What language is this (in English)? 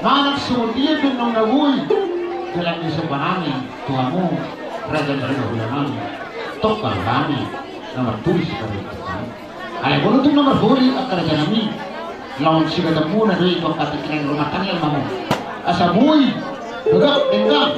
Batak Toba